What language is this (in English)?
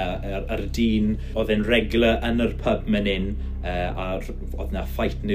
Welsh